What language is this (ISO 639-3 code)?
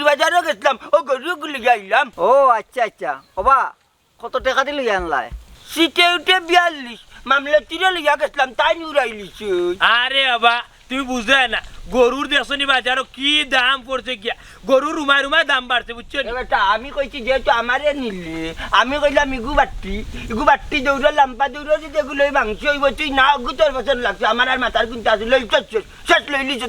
syl